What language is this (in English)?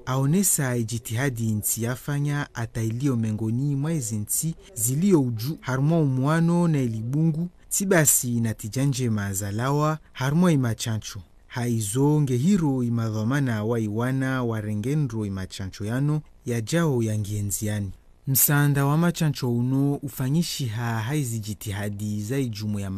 Ngazidja Comorian